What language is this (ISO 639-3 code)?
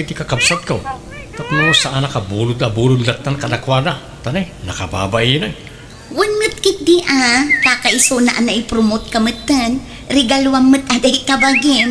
ilo